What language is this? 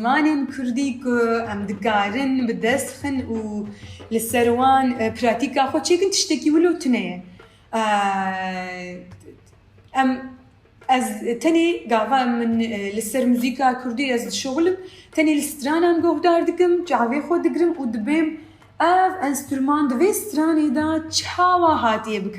Kurdish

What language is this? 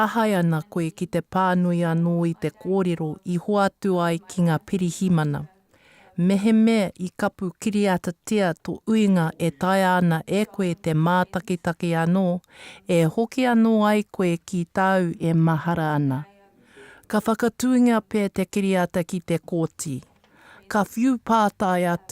Māori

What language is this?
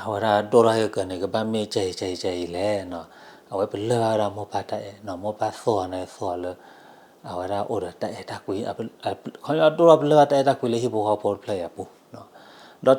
S'gaw Karen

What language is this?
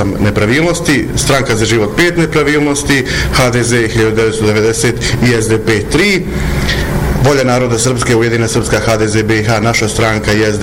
Bosnian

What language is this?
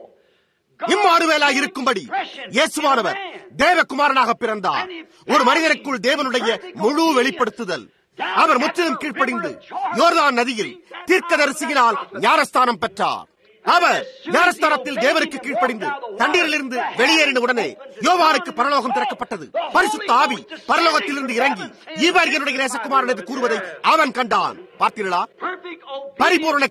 Tamil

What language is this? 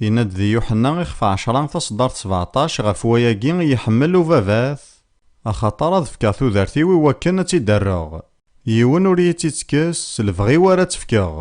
Kabyle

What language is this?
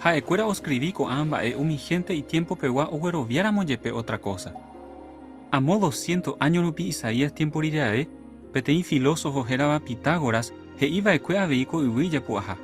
Guarani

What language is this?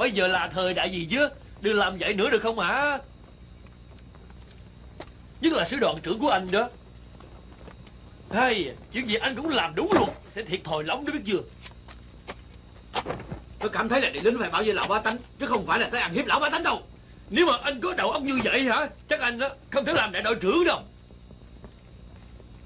Vietnamese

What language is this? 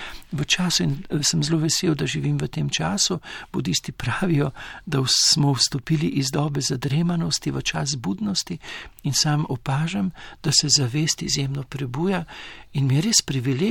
Slovenian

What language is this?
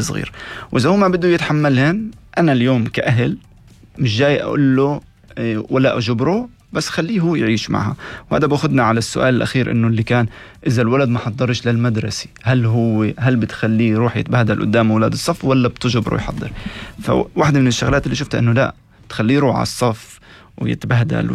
North Levantine Arabic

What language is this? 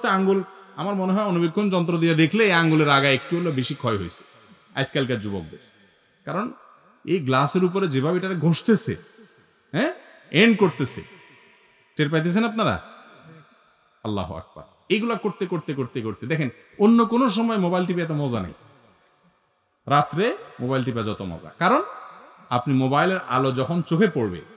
Bangla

